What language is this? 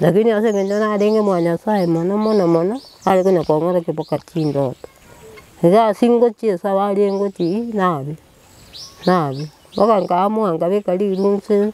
Gusii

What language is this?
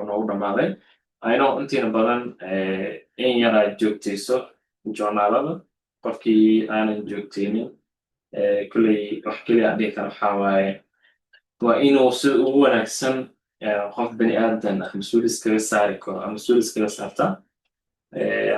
Somali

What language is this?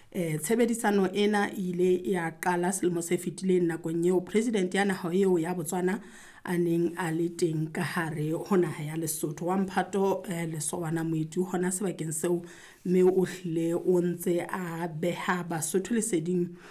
Southern Sotho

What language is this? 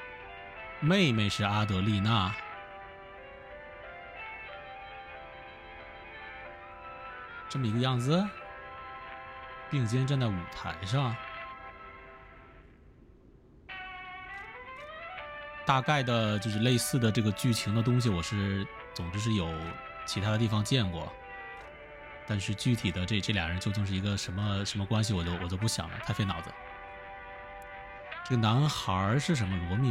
Chinese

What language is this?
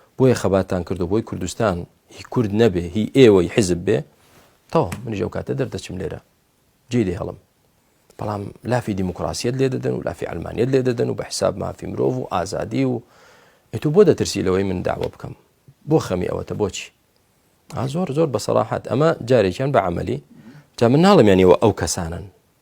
Central Kurdish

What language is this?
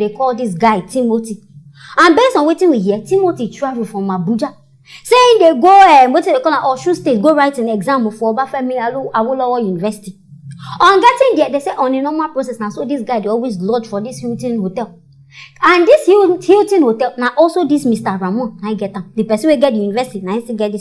Nigerian Pidgin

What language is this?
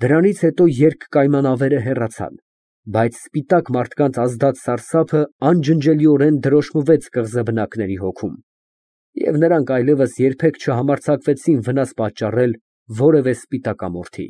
Armenian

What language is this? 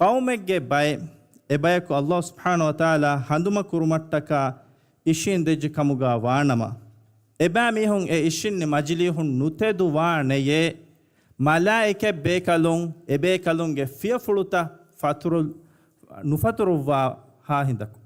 Divehi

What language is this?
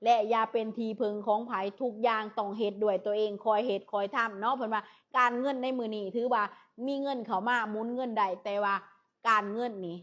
Lao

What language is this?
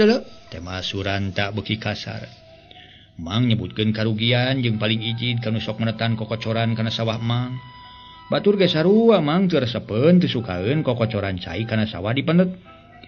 Sundanese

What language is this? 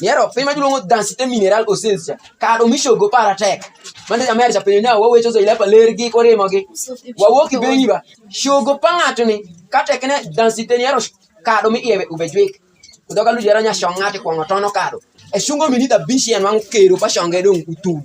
Alur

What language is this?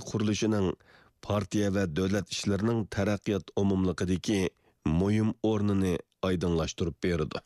Uyghur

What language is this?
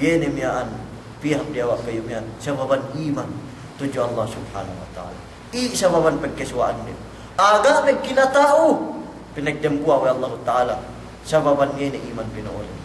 Yakan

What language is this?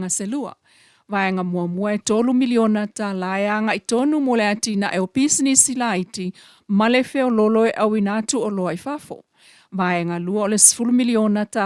Samoan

